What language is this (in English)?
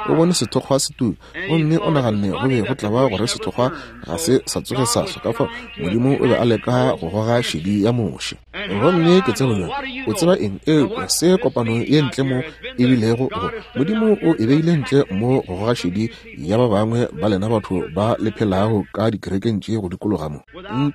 Northern Sotho